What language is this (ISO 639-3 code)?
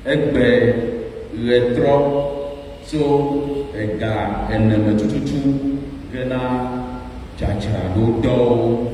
ewe